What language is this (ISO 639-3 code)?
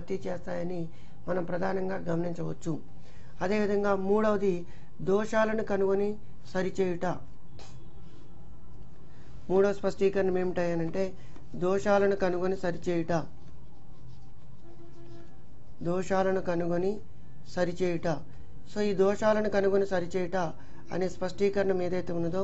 tel